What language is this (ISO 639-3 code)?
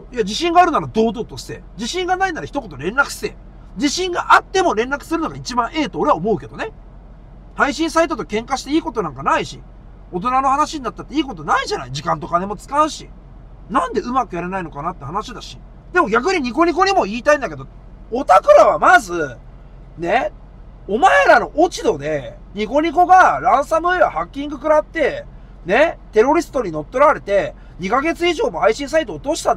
jpn